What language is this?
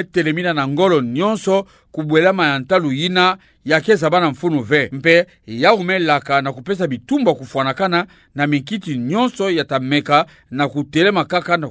Kituba (Democratic Republic of Congo)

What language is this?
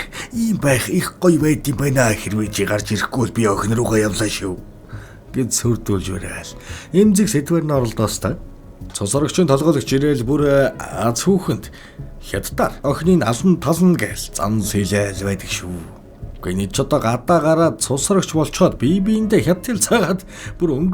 Mongolian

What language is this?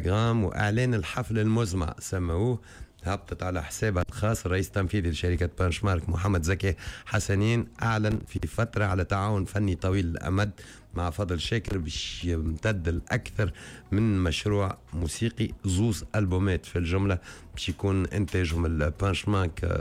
Tunisian Arabic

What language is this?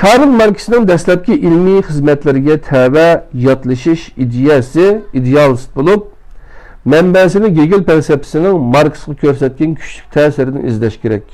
Uyghur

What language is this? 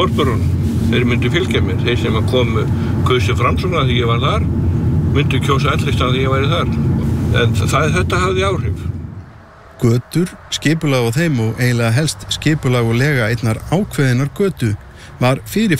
Icelandic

